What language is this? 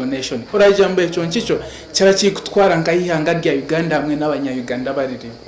Nyankole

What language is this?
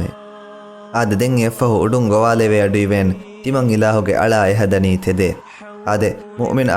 Divehi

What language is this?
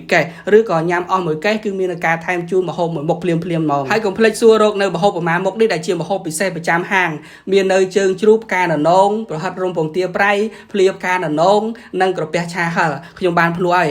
Khmer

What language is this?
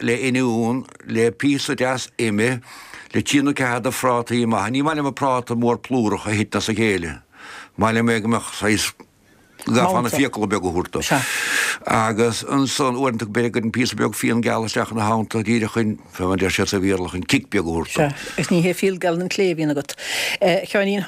Irish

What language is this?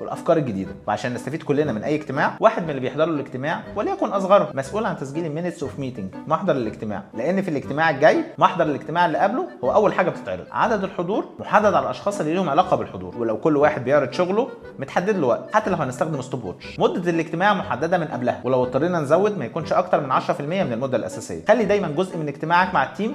Egyptian Arabic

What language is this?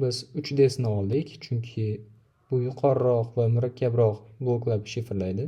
Uzbek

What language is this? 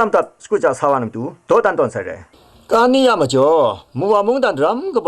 Kachin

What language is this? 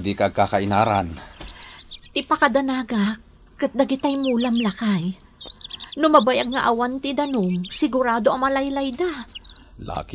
Iloko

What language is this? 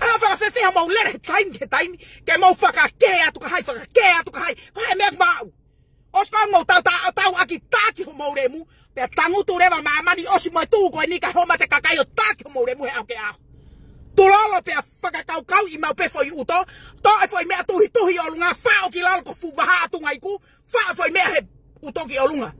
Tongan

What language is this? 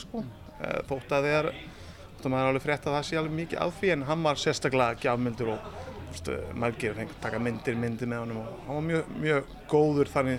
Icelandic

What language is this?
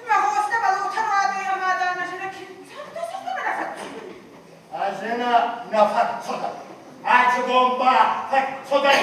Ossetic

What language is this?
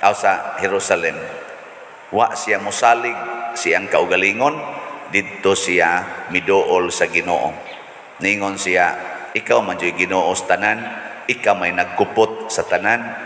Cebuano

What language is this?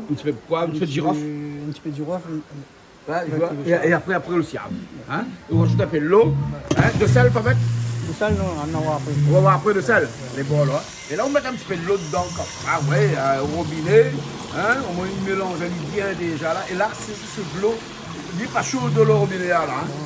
Réunion Creole French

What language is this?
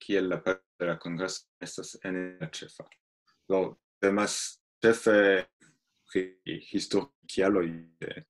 Esperanto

